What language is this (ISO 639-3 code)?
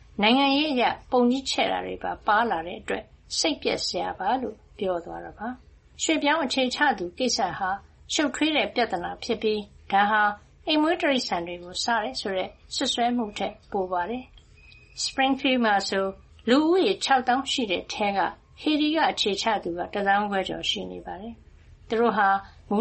mya